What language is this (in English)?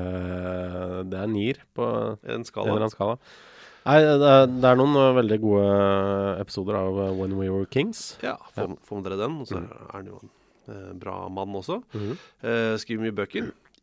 Norwegian